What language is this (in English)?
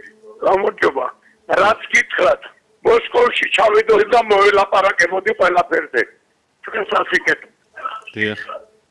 Georgian